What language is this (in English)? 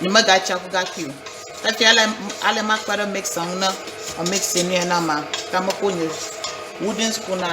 Ewe